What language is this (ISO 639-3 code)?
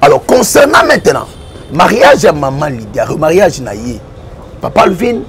lin